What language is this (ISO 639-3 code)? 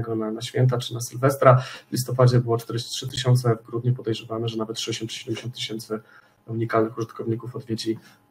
pol